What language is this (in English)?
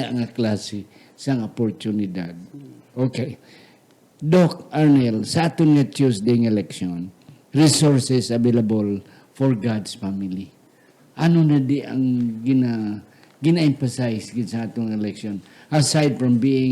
Hiligaynon